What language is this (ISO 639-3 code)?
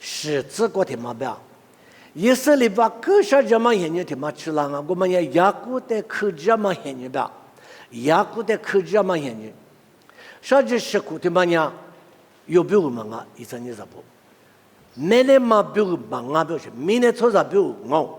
lis